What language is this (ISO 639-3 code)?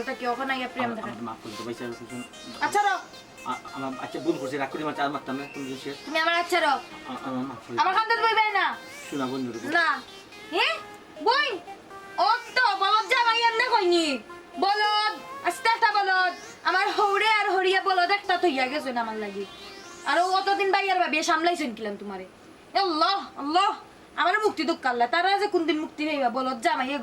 syl